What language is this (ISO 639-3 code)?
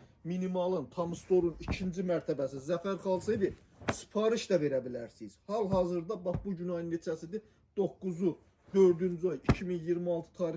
aze